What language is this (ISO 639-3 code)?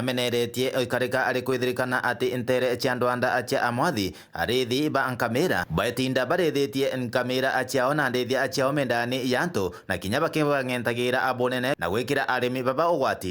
mer